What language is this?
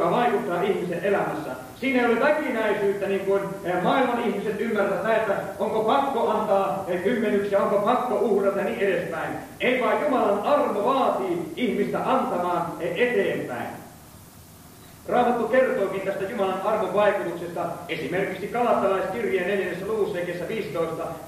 Finnish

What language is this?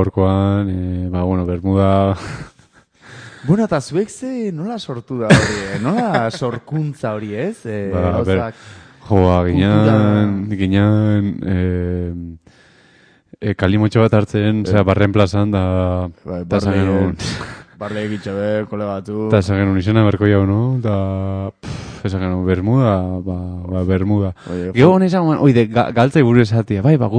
Basque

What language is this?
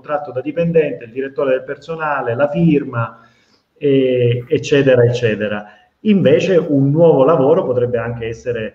Italian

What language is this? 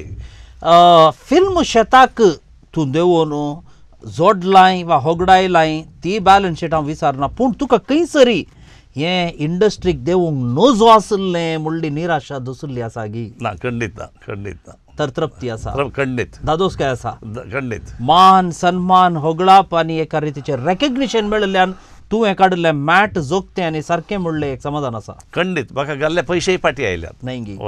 Konkani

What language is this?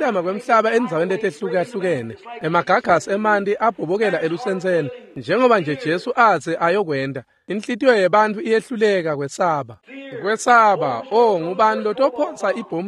Swati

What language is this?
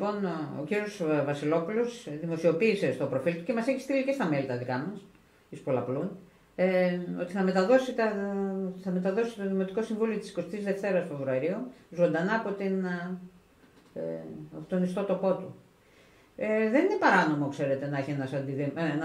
Greek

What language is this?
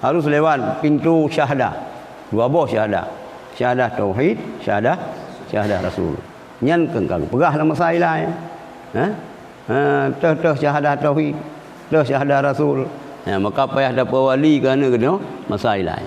Achinese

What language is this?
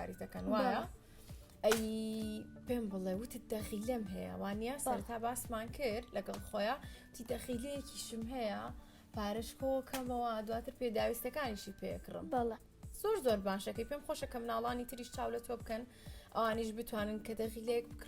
Central Kurdish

